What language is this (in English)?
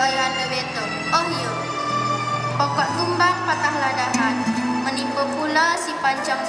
Malay